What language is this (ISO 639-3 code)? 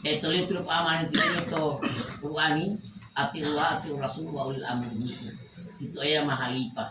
gor